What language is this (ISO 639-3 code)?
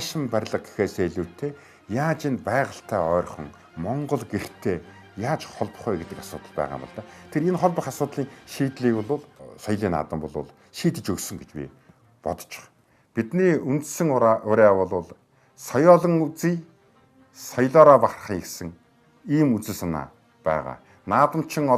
mon